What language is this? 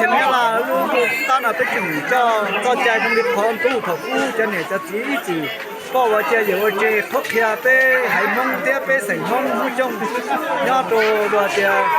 Hmong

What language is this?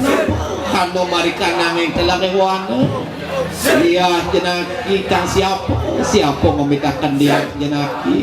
Balinese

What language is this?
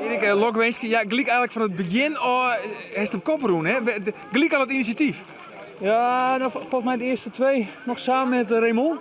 Western Frisian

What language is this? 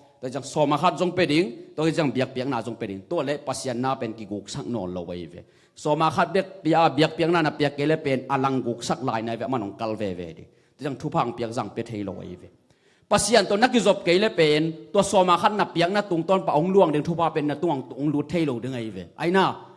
Tedim Chin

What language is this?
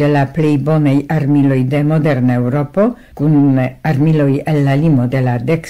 Esperanto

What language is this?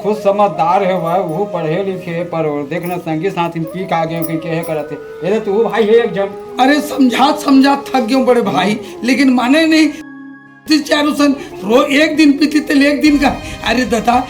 Chhattisgarhi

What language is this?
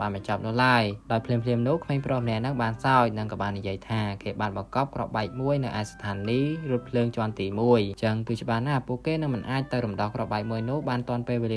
Khmer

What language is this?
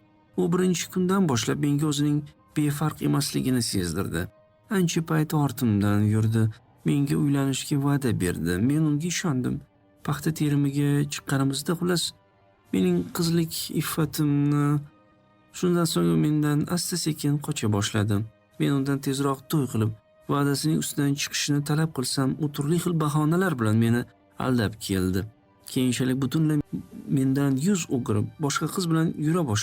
Uzbek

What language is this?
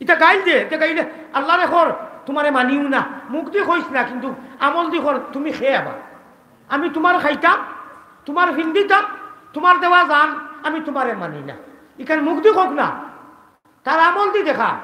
Sylheti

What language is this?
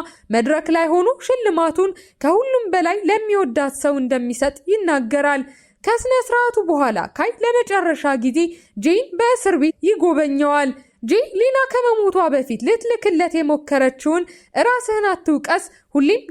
Amharic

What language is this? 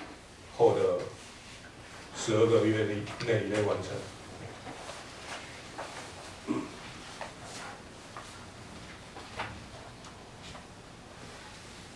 Chinese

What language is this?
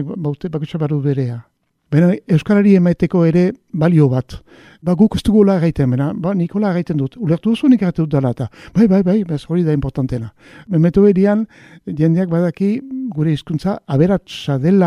Basque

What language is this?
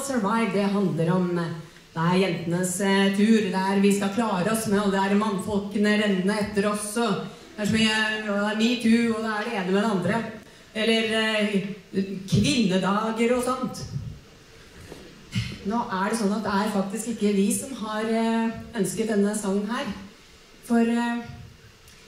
Norwegian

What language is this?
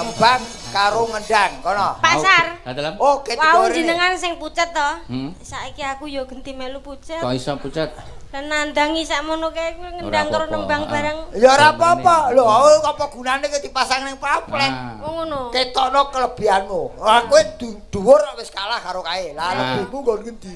Javanese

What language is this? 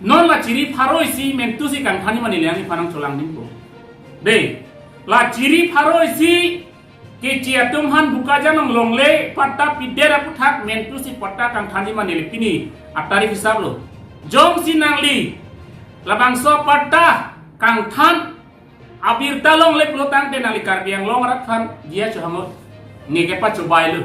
Karbi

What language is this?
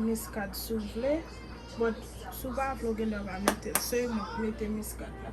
Haitian Creole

